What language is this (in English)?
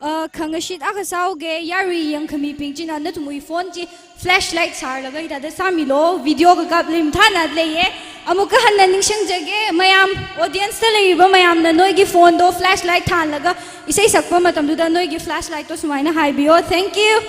Tangkhul Naga (India)